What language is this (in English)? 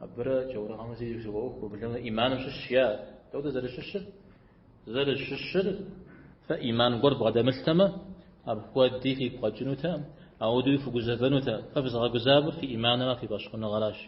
Kabardian